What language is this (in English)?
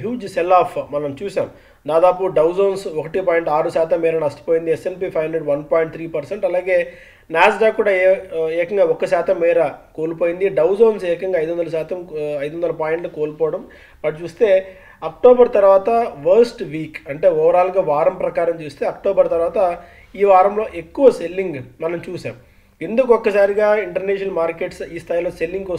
Telugu